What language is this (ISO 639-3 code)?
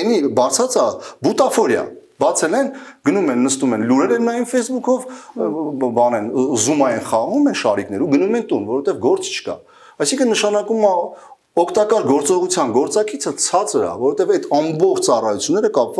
hye